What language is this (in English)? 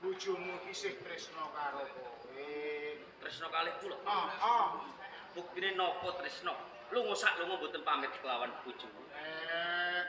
Javanese